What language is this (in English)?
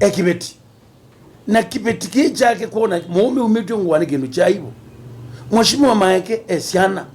Kamba